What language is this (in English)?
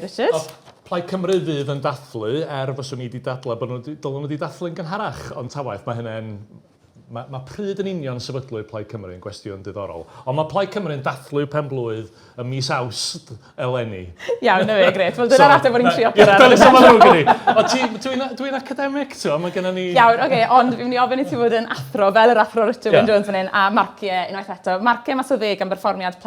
Welsh